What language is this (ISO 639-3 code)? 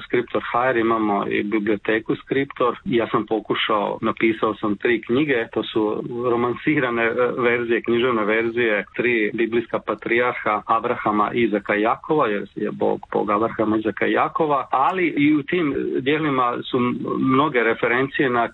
hrv